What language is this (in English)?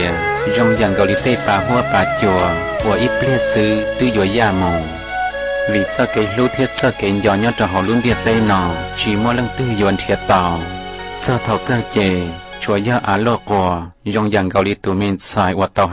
Hmong